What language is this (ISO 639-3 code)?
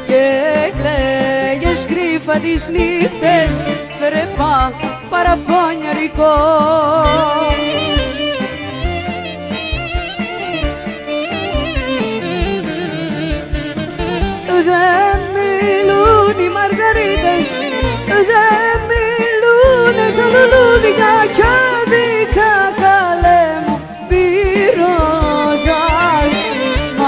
ell